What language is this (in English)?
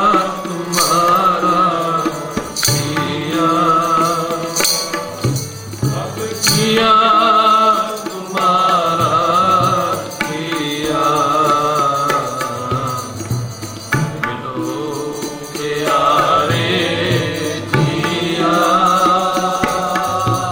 Punjabi